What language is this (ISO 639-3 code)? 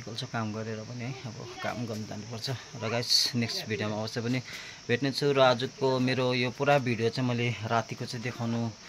nep